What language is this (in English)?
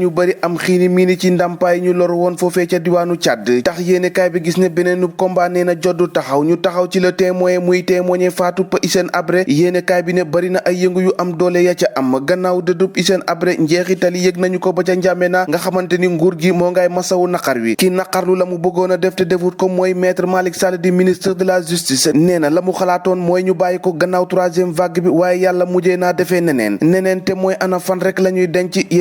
Wolof